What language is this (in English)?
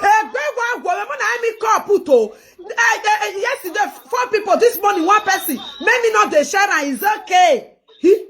Nigerian Pidgin